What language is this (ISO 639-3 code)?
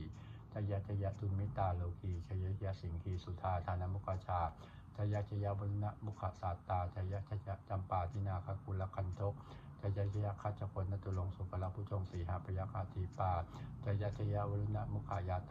pli